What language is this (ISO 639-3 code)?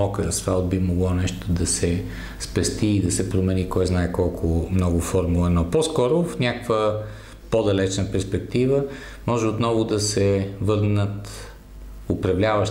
bul